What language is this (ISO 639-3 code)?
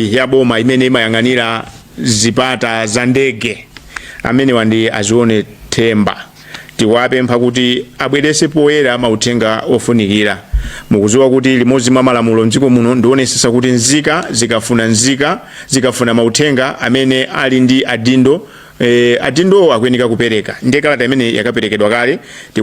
nya